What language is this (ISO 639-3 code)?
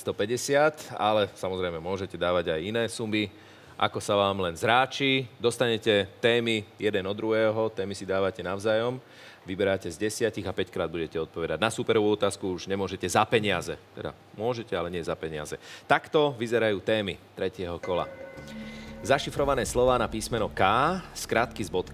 slk